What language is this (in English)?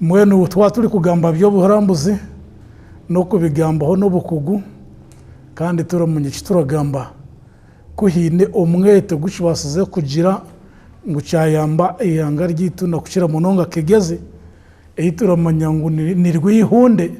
Nyankole